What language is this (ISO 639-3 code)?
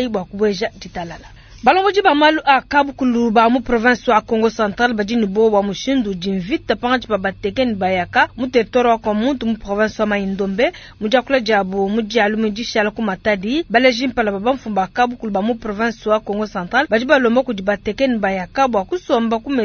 lua